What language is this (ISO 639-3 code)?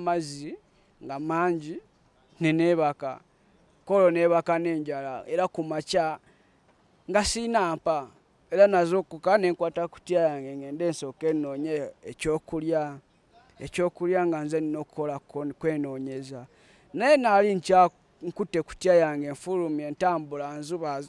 lug